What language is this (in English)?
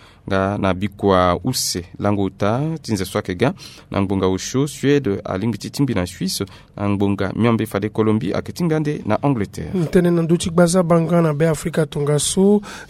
Sango